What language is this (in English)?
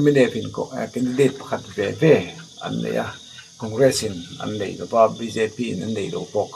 Mizo